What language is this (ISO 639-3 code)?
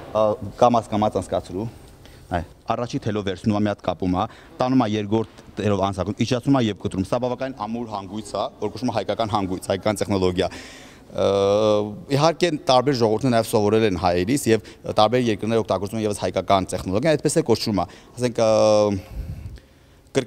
hye